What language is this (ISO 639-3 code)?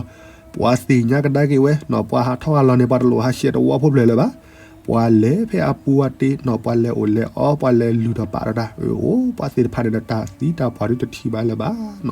ksw